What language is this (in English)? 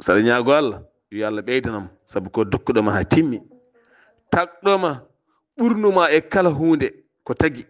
Fula